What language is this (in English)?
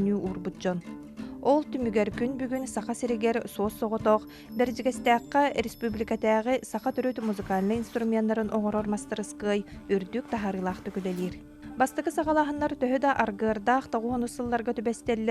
Yakut